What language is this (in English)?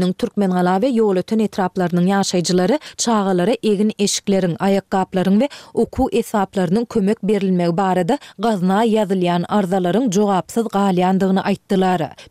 Turkmen